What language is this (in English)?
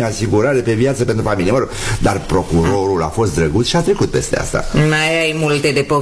Romanian